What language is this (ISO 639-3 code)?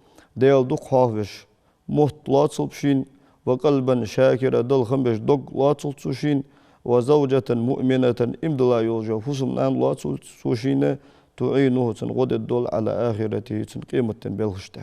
inh